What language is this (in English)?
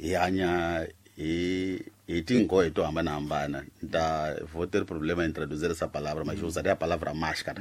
Tsonga